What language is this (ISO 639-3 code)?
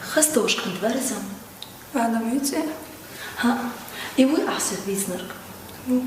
che